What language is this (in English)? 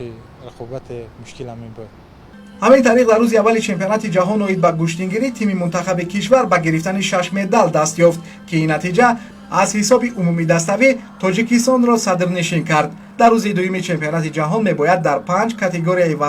Tajik